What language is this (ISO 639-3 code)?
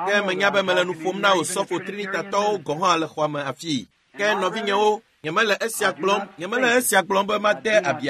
ewe